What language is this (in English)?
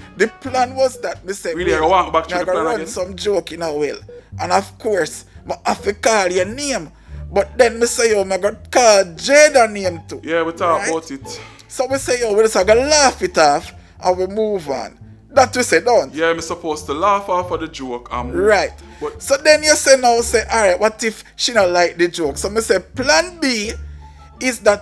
Jamaican Creole English